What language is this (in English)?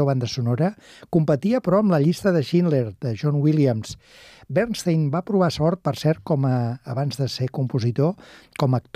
Catalan